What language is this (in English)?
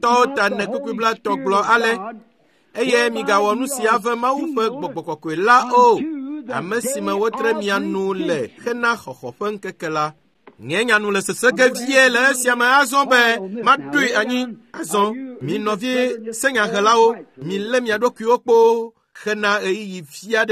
Ewe